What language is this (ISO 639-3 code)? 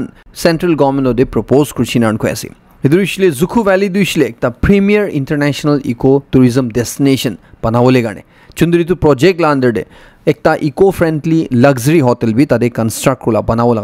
nag